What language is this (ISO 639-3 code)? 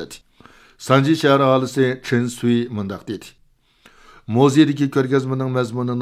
uig